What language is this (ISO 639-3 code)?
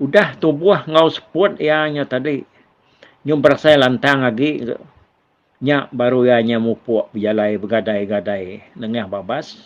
iba